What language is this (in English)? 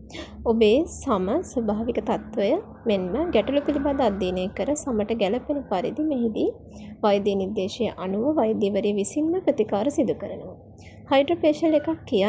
Sinhala